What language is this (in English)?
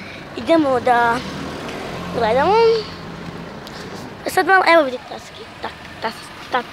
Croatian